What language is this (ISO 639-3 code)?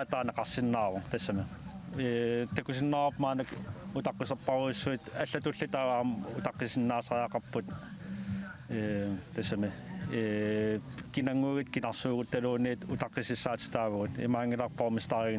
kal